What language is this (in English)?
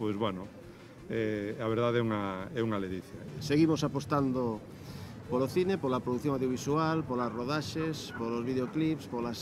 Galician